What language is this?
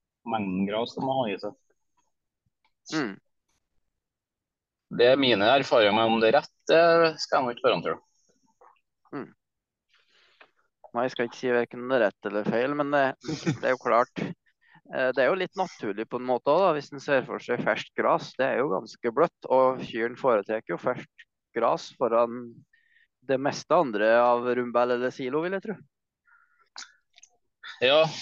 Norwegian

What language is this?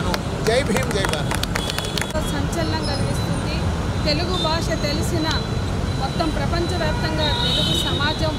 Telugu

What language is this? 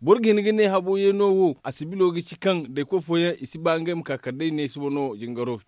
Zarma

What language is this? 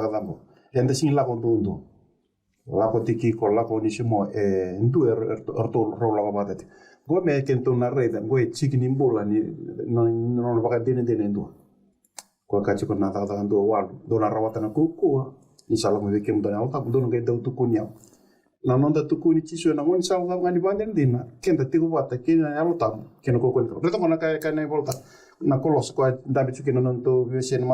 Fijian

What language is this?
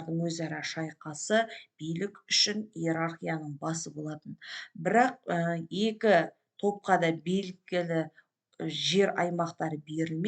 Kazakh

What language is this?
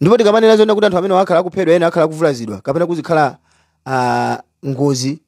Nyanja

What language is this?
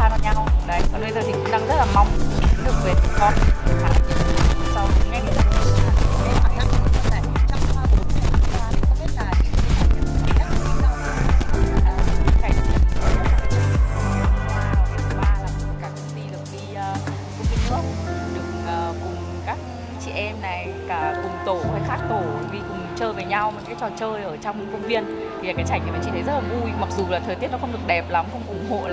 Vietnamese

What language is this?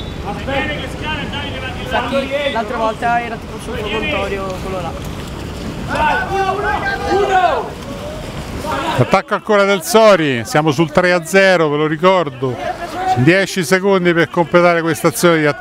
Italian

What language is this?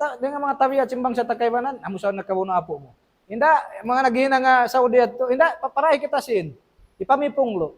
Tausug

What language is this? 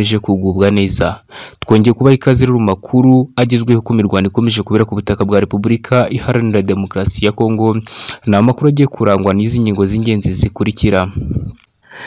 Kinyarwanda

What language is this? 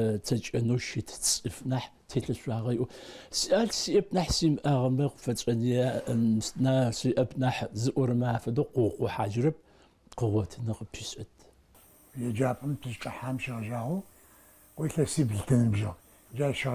Adyghe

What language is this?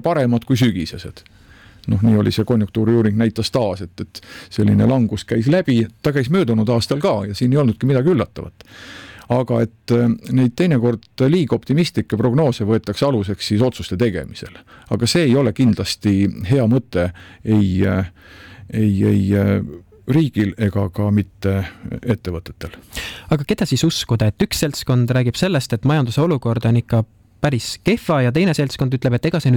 Estonian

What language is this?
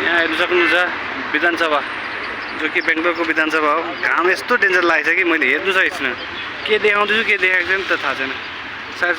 Nepali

